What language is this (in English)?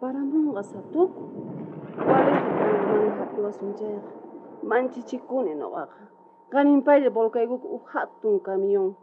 South Bolivian Quechua